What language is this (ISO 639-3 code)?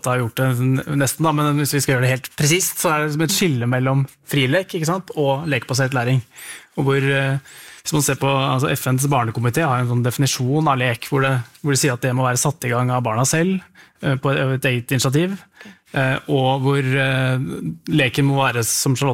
nor